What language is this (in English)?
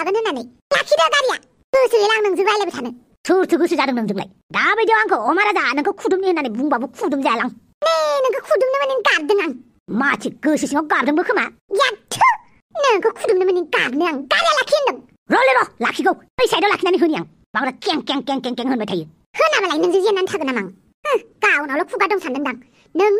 Bodo